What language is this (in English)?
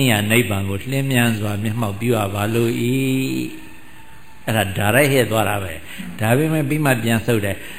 Burmese